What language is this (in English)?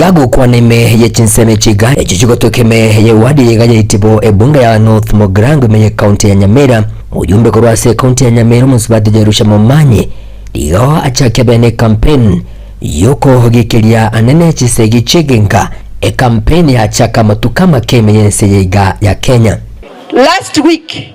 Gusii